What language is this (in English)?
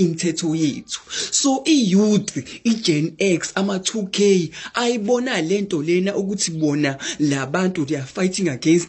Zulu